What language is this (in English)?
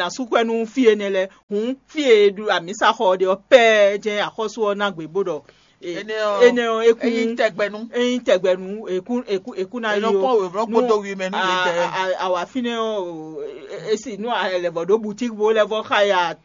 Fon